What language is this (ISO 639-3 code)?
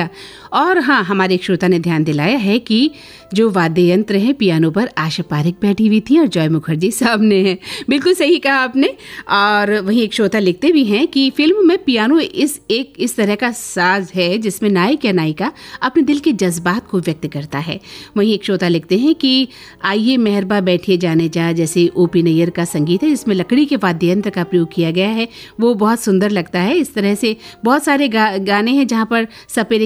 hin